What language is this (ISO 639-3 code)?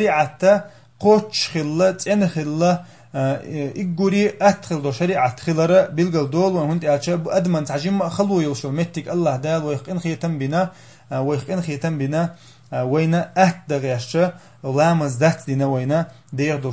che